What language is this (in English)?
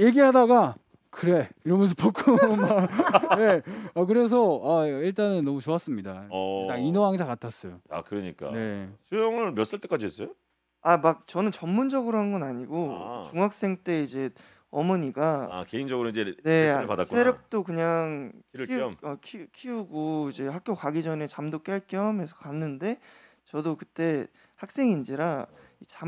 Korean